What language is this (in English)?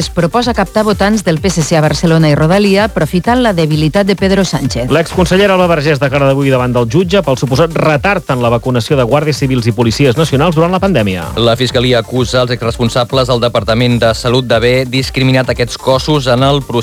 Catalan